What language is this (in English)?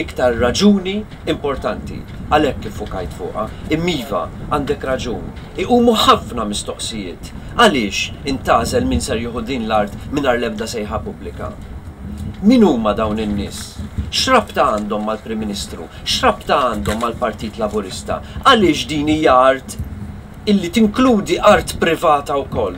Maltese